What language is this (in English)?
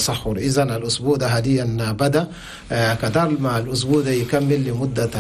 Chadian Arabic